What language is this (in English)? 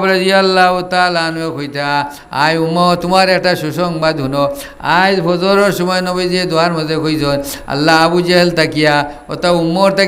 Sylheti